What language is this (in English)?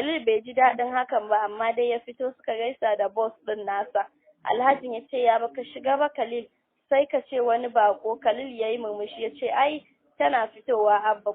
Hausa